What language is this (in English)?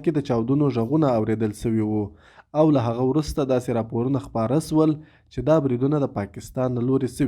Pashto